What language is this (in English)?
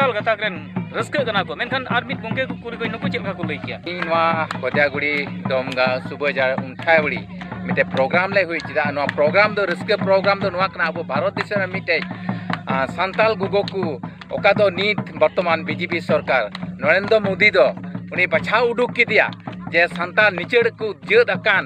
Santali